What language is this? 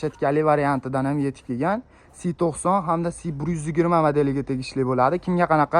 Uzbek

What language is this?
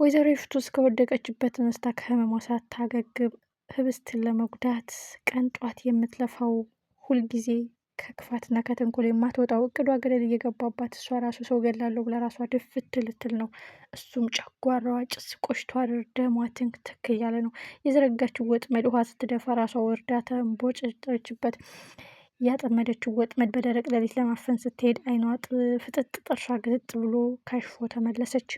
Amharic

